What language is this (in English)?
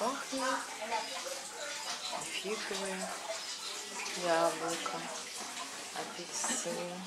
Russian